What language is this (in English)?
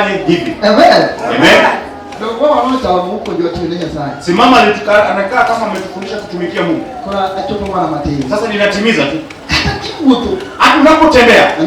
Luo (Kenya and Tanzania)